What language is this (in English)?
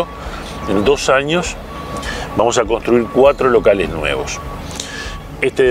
Spanish